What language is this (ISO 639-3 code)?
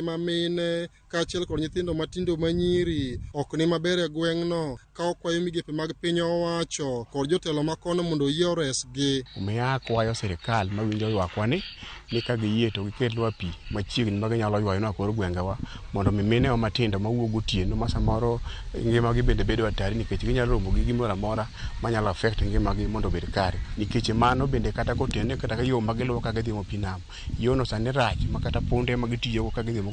luo